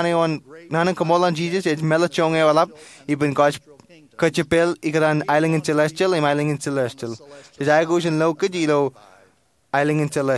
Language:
Marshallese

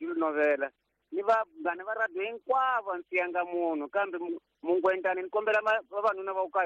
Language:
Tsonga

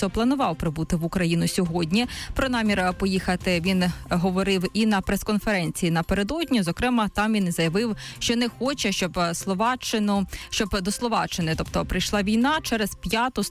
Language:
Ukrainian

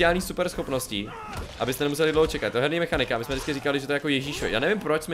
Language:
Czech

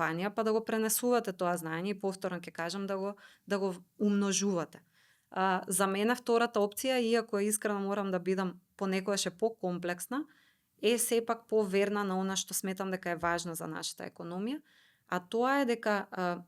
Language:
Macedonian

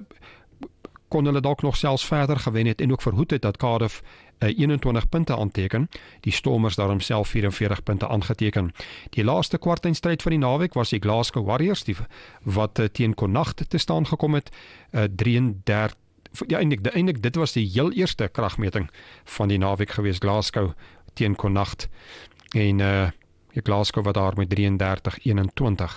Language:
Afrikaans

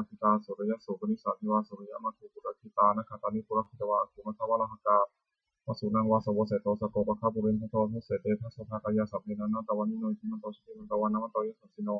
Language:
Pali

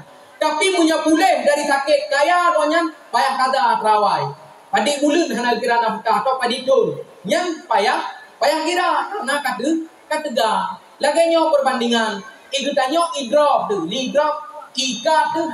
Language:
Achinese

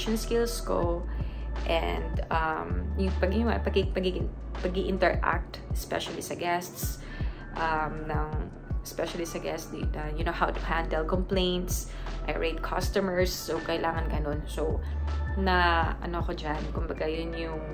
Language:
Filipino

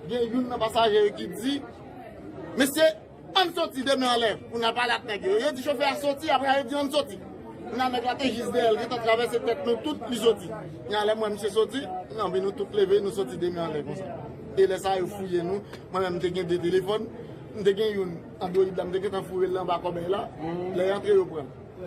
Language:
Haitian Creole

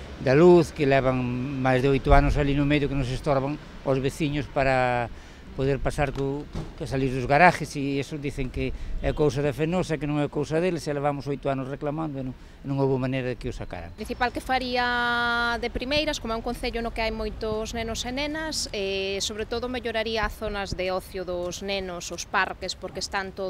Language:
Galician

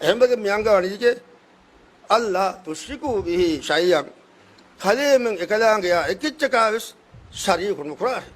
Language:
Divehi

